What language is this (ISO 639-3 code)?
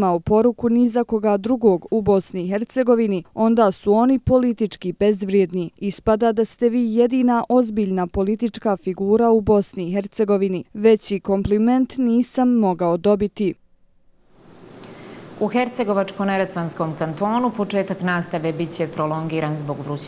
bos